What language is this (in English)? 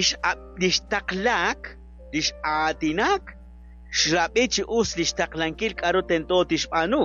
Kekchí